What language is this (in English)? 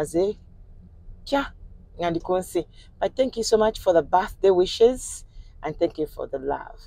Ganda